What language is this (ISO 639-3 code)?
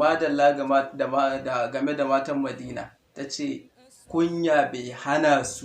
hau